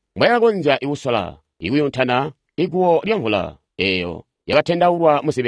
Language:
Tonga (Zambia)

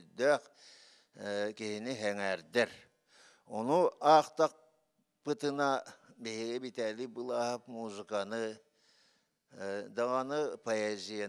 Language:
Yakut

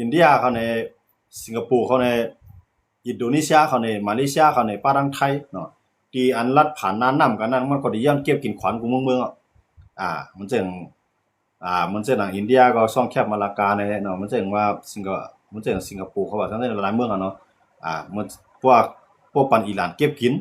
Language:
Shan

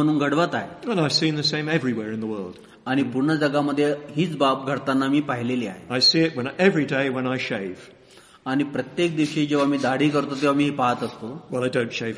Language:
Marathi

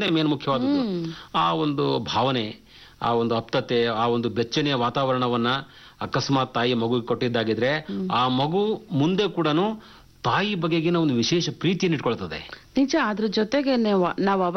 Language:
Kannada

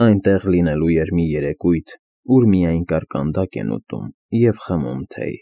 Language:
Armenian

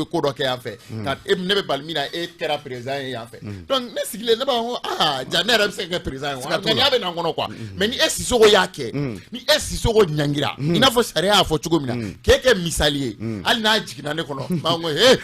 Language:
Bambara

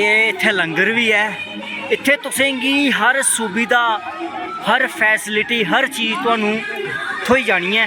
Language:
Dogri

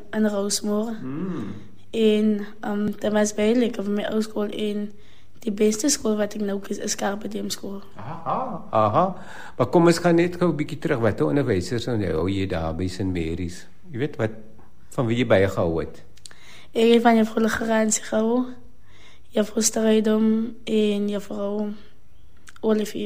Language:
Afrikaans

